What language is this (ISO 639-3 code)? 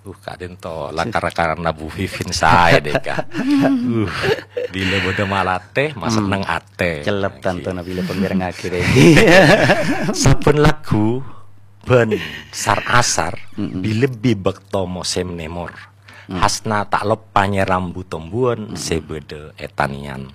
mad